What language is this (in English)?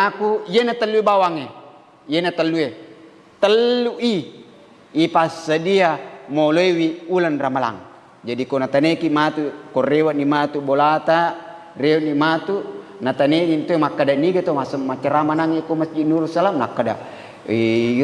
Buginese